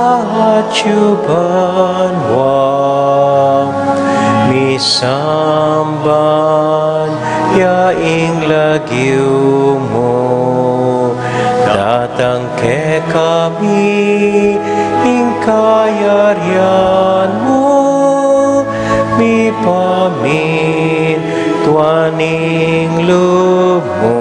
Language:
Pampanga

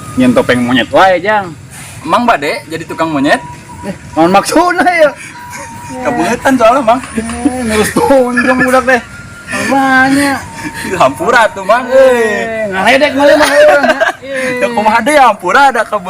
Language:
Sundanese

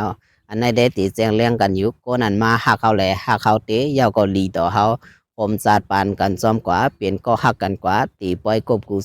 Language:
Shan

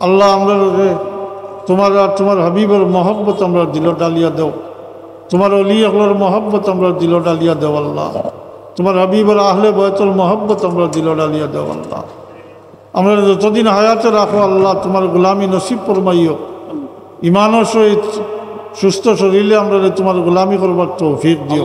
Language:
Sylheti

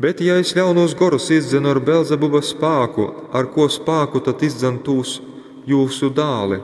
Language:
Latgalian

